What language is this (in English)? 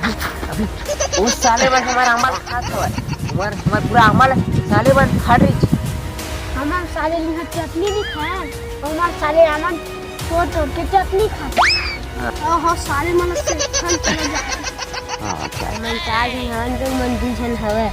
Chhattisgarhi